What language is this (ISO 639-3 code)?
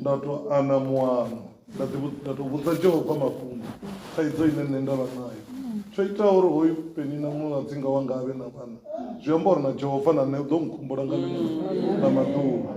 ven